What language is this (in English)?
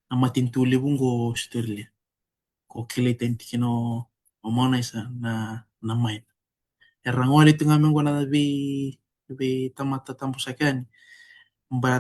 Fijian